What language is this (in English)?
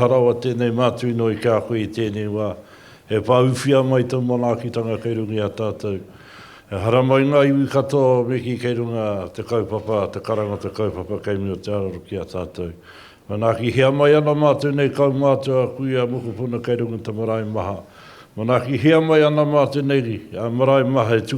Māori